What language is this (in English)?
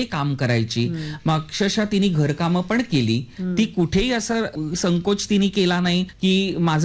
Marathi